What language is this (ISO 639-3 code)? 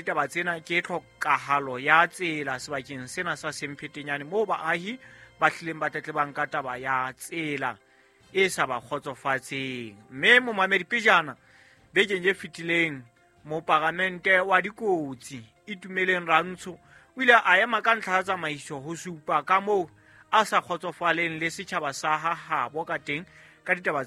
sot